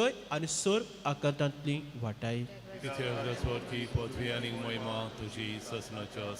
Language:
Konkani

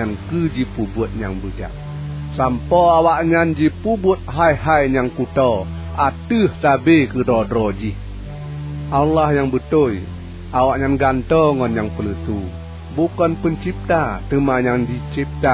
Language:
Achinese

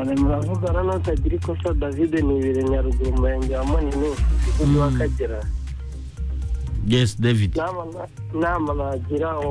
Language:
Kinyarwanda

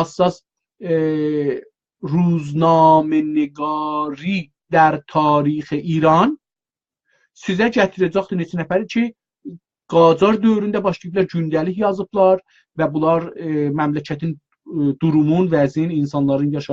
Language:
South Azerbaijani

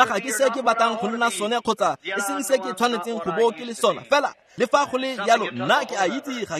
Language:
Tswana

